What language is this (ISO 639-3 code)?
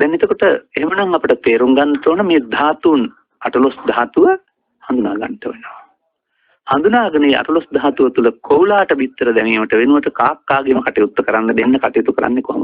sin